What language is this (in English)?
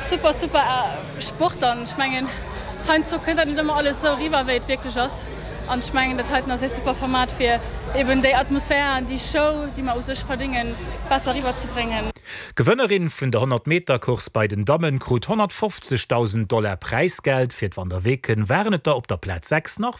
Luxembourgish